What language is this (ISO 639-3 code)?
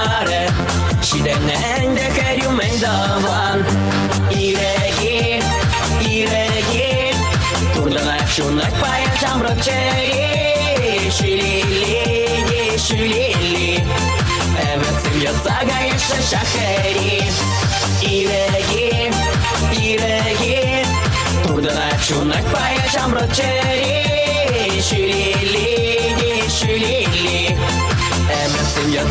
chv